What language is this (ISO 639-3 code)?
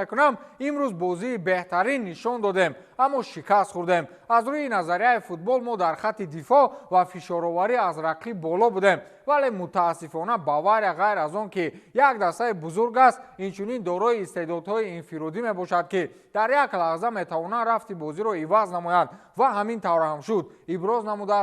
tgk